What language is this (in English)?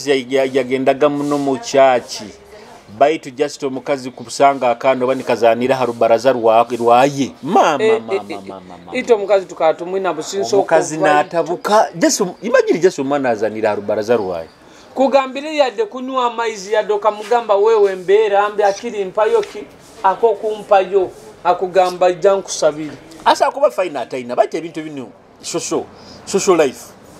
Nyoro